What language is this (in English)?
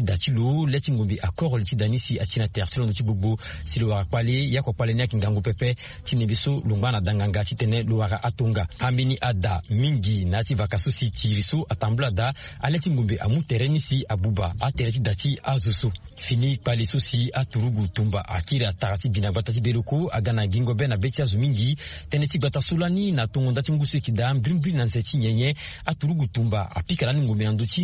Sango